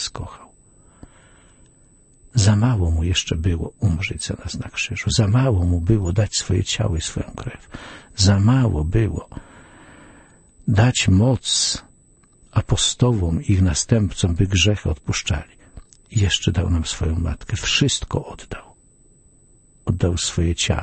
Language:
Polish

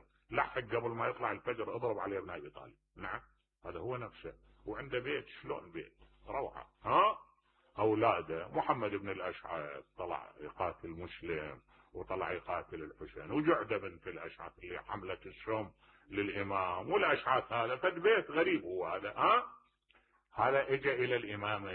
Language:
Mesopotamian Arabic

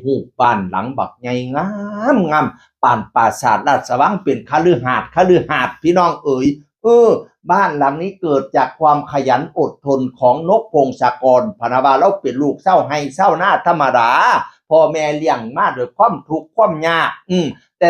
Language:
Northeastern Thai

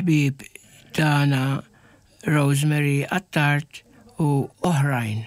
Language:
Maltese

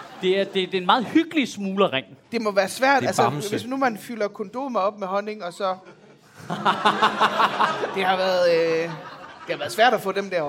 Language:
Danish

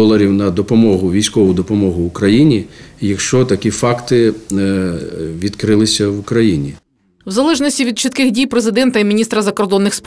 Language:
Ukrainian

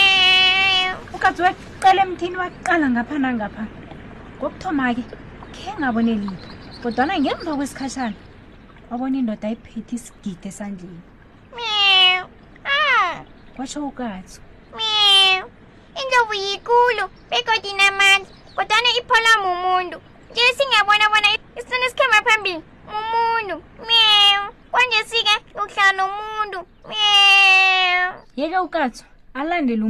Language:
South Ndebele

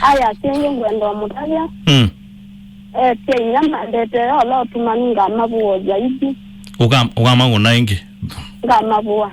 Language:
Kamba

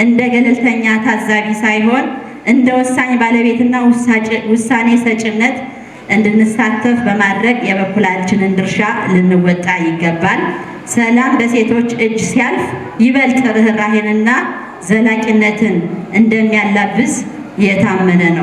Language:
Amharic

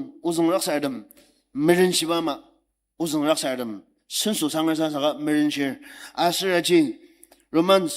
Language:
Ao Naga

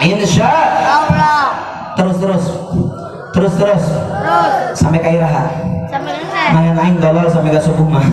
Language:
Sundanese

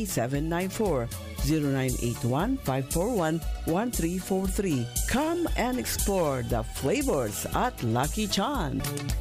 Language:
Filipino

